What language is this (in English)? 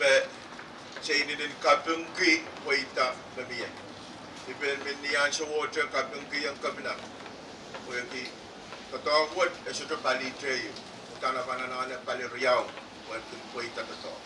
Pohnpeian